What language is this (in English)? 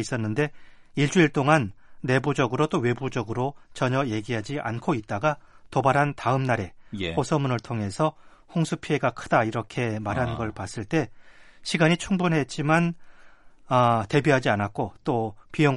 Korean